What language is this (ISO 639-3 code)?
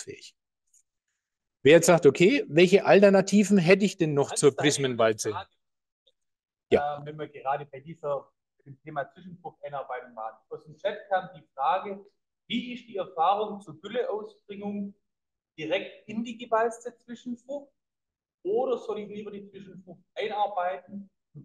deu